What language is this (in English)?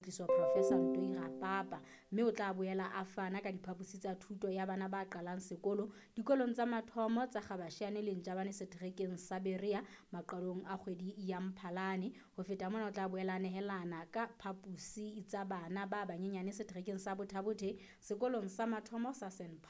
Southern Sotho